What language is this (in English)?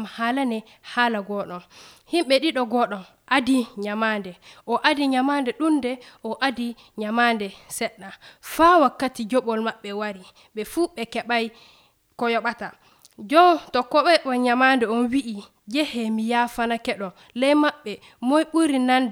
Nigerian Fulfulde